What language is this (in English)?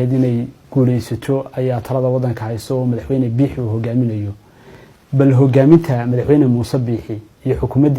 Somali